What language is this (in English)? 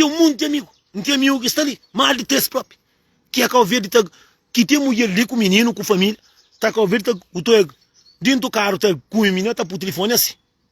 Kabuverdianu